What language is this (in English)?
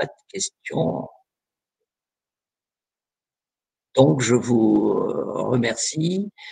French